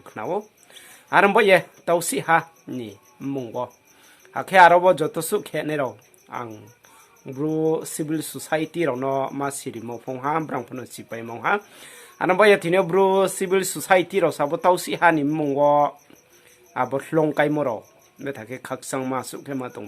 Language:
Riang (India)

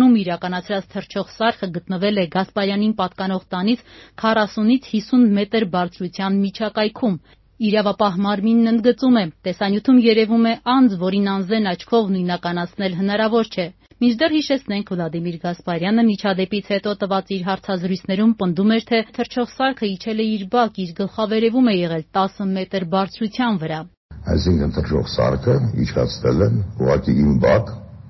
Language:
Armenian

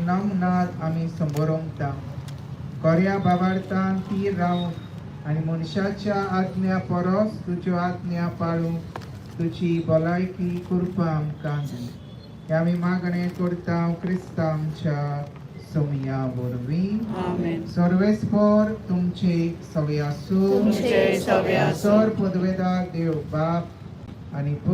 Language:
Konkani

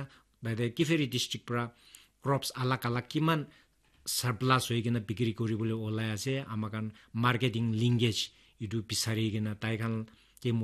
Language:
Naga Pidgin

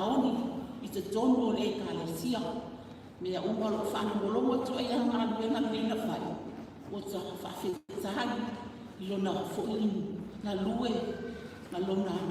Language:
Samoan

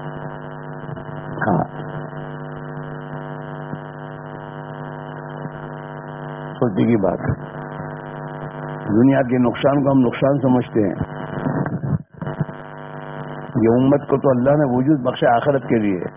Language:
Urdu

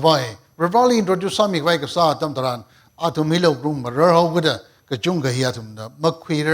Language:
Tangkhul Naga (India)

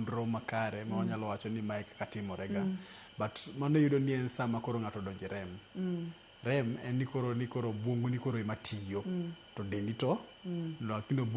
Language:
Luo (Kenya and Tanzania)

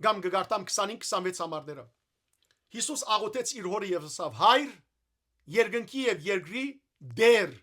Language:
Western Armenian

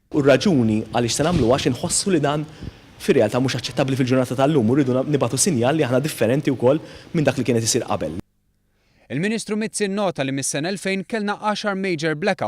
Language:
Maltese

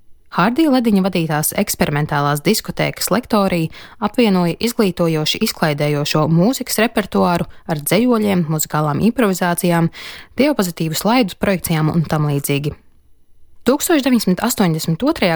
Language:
Latvian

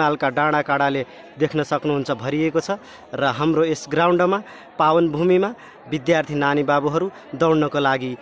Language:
Nepali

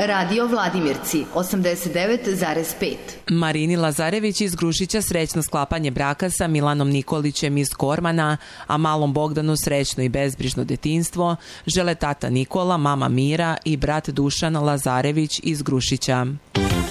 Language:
Serbian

